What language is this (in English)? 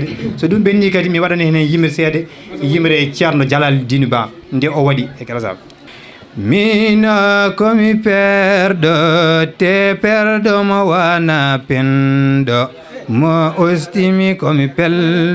Fula